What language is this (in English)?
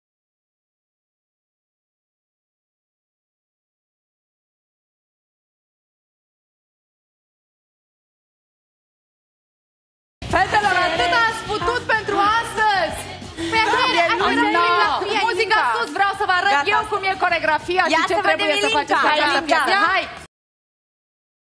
Romanian